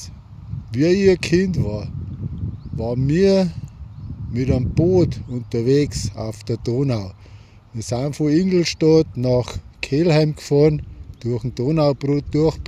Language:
Bavarian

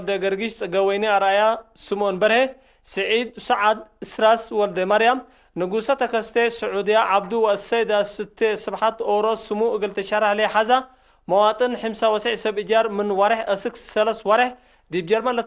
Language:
Tigre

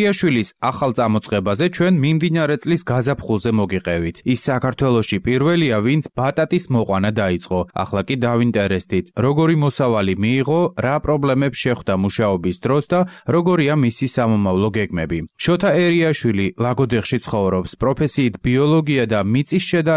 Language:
Georgian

